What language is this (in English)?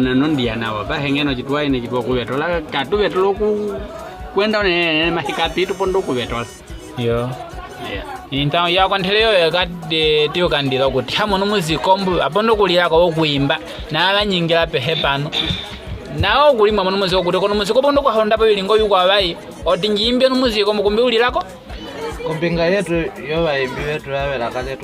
Nyaneka